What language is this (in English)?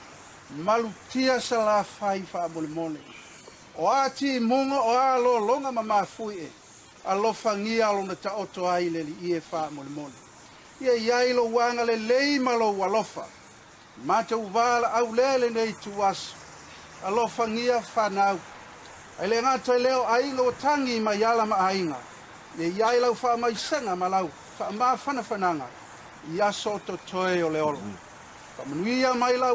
Samoan